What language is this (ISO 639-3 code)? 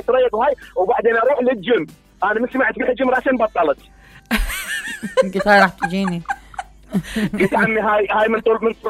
acm